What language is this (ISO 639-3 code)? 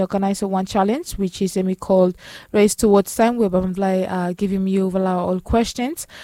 bis